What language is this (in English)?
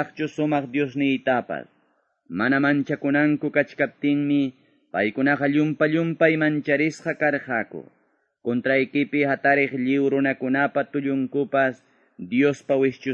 Quechua